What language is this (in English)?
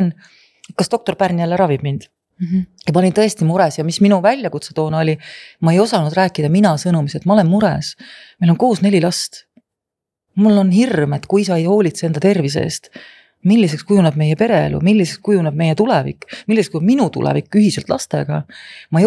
Estonian